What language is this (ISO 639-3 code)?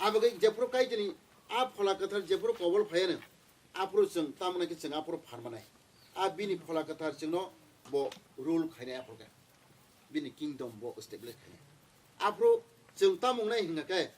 trp